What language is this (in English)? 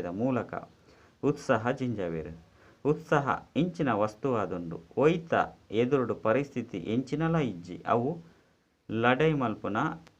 Tulu